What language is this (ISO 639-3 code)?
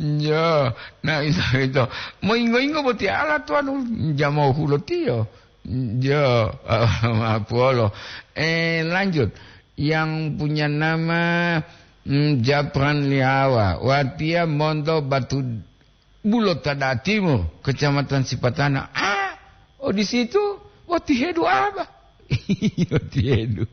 gor